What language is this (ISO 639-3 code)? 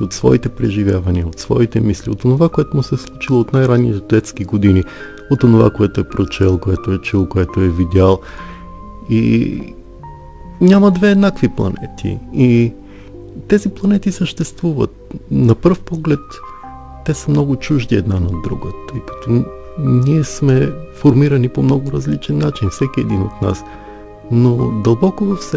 bul